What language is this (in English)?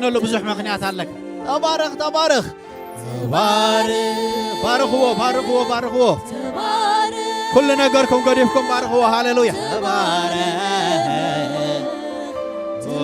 Tigrinya